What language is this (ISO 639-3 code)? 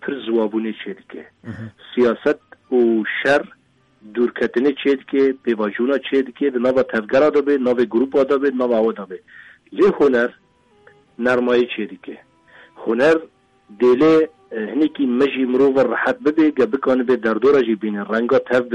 kur